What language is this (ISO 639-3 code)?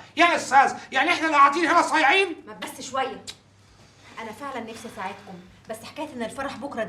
arz